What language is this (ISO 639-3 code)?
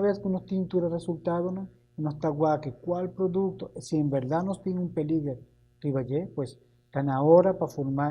pap